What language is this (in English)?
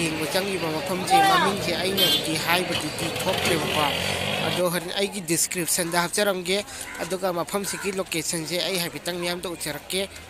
Manipuri